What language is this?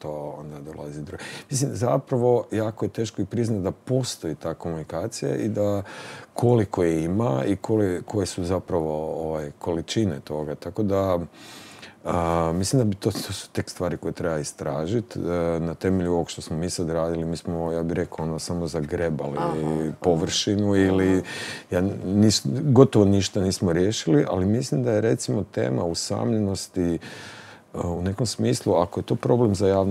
Croatian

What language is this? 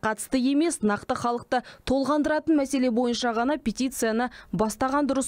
Kazakh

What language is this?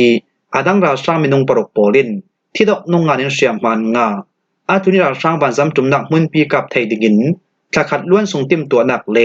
Falam Chin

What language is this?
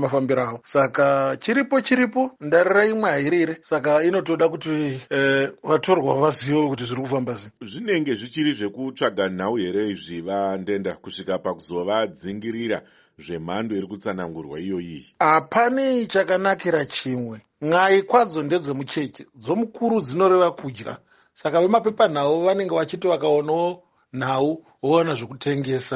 Shona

